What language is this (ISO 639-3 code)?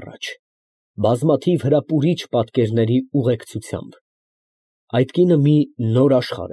hye